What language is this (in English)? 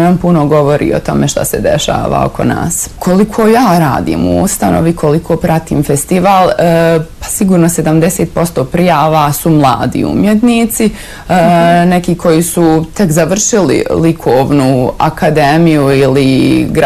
Bosnian